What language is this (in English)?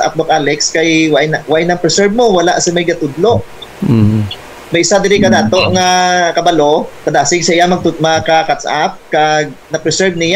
Hiligaynon